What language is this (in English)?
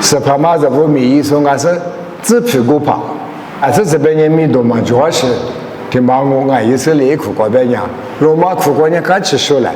Lisu